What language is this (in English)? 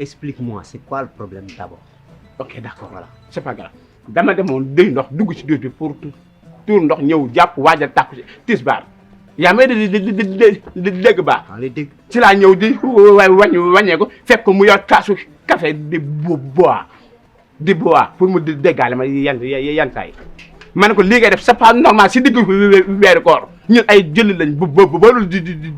Wolof